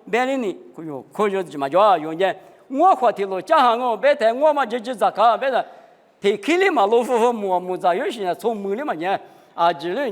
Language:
Lisu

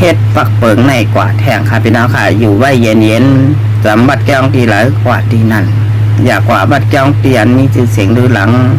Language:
Shan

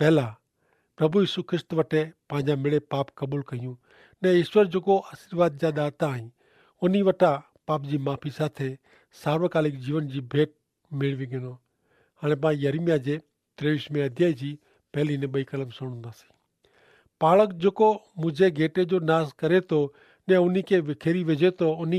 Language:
Kachhi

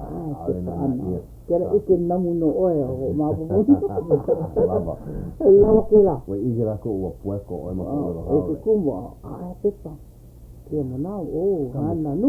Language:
Hawaiian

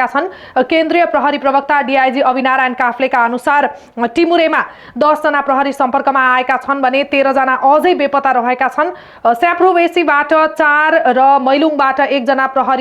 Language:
Nepali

